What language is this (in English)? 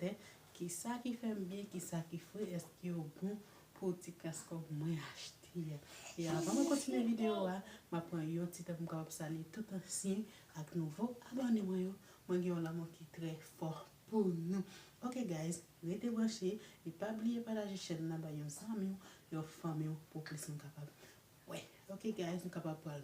Haitian Creole